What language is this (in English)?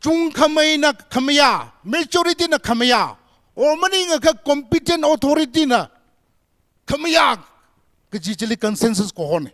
Tangkhul Naga (India)